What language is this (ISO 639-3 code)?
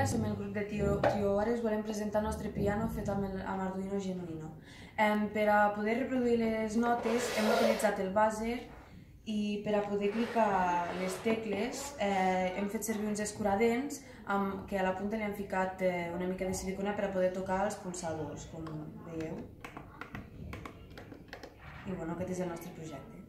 cat